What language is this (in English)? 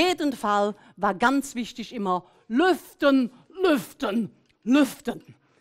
German